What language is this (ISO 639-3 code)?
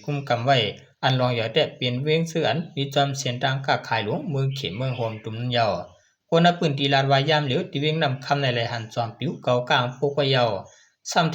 shn